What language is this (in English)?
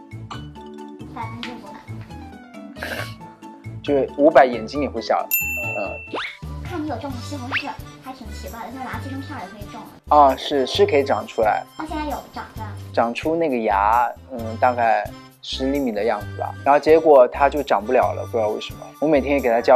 Chinese